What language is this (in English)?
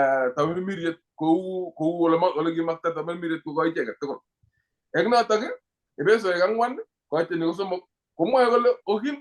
Kalenjin